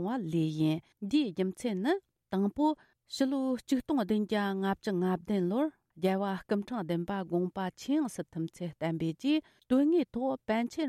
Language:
Tibetan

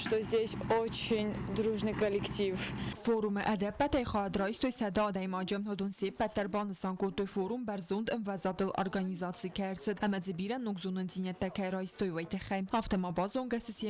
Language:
Ossetic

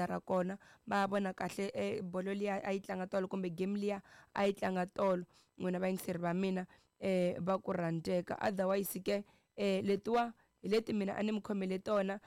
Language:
Tsonga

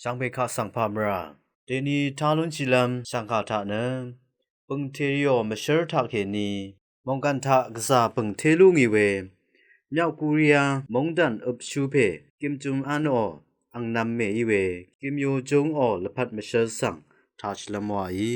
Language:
Rawang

